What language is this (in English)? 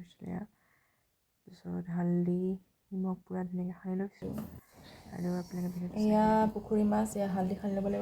Assamese